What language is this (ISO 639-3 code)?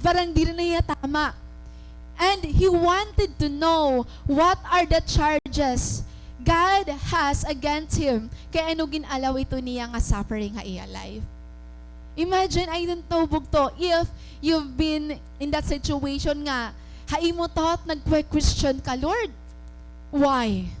war